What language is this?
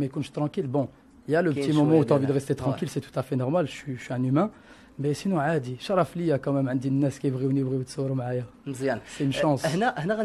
Moroccan Arabic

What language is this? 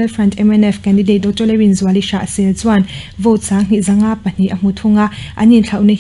Mizo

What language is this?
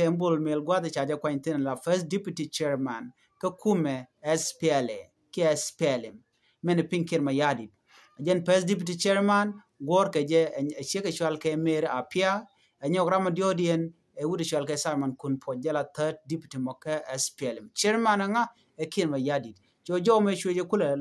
Nuer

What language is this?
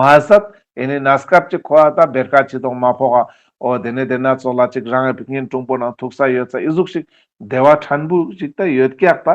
Ladakhi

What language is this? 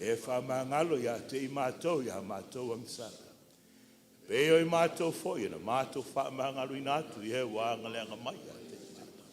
Samoan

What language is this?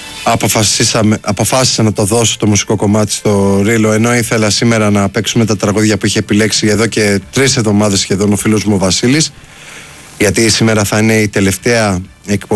Greek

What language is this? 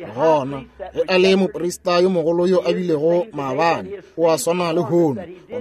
Northern Sotho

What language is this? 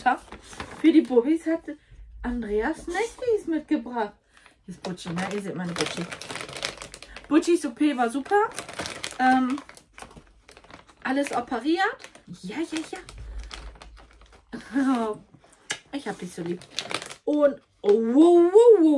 German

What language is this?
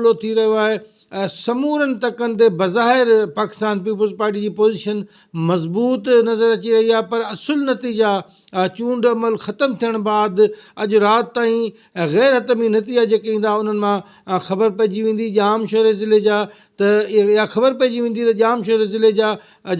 Sindhi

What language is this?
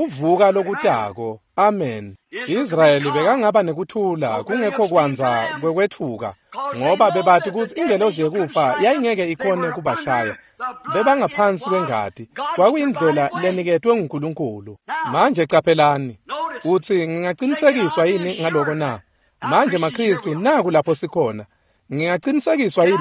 Swati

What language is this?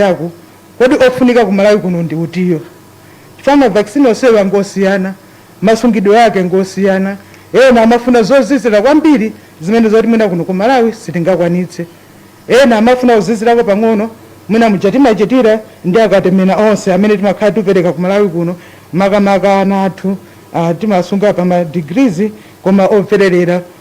Nyanja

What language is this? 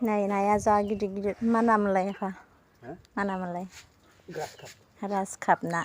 Bodo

